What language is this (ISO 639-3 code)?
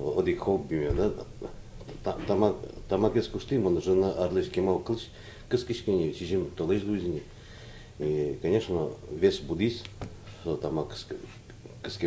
udm